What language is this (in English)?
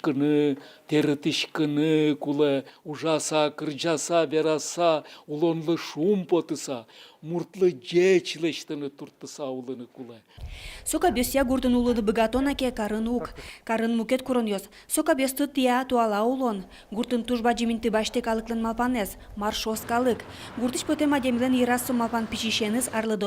Udmurt